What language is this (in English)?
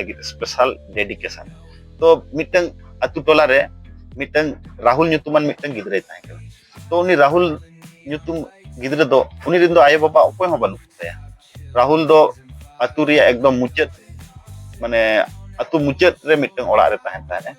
Santali